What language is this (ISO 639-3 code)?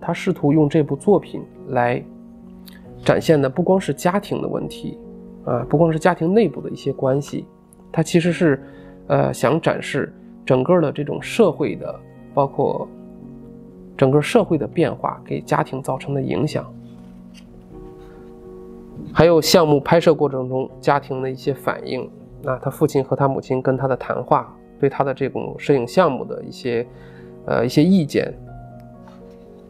zho